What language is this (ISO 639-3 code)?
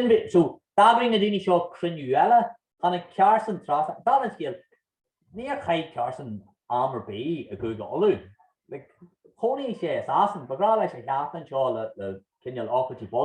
gle